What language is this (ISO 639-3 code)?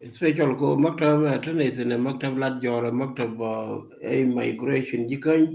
nus